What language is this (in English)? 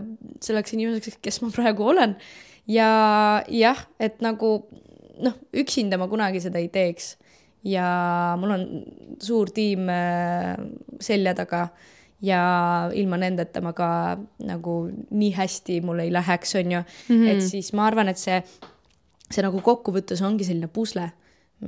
Estonian